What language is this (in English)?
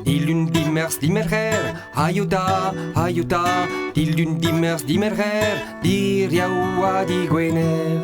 Breton